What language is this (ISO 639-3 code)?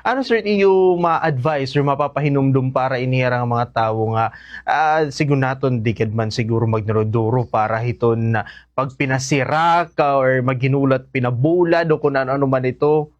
war